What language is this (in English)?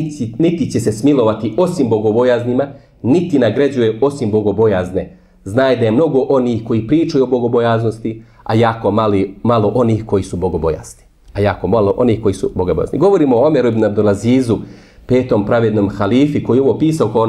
Bosnian